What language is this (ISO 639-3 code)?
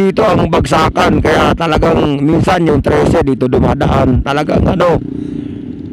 fil